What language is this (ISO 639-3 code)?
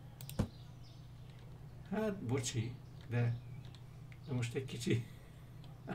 hun